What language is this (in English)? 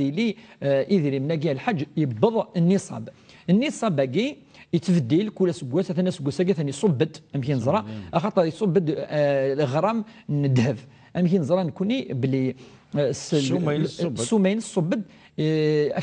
Kabyle